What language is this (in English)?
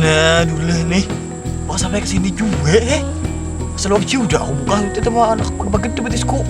Banjar